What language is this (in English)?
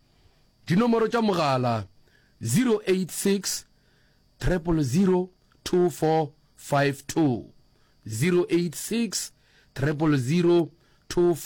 Northern Sotho